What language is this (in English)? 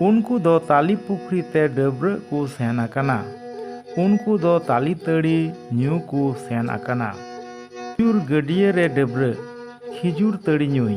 Santali